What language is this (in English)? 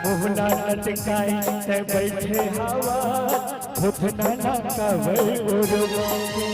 Chhattisgarhi